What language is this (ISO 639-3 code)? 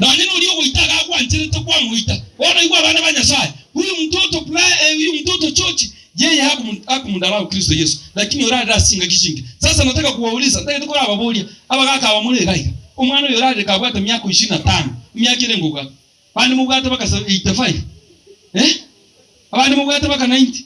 guz